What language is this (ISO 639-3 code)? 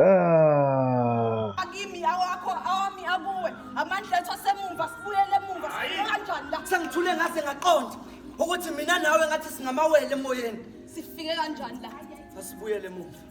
zul